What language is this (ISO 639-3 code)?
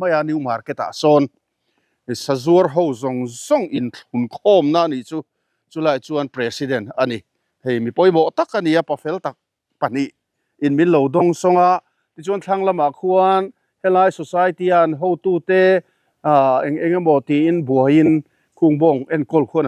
lus